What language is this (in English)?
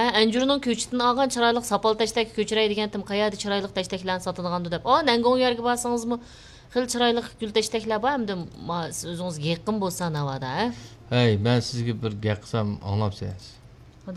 Uyghur